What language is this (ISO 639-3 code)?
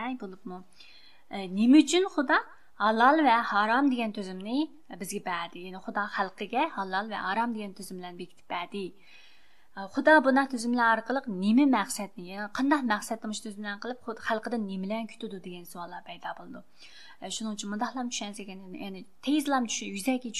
uig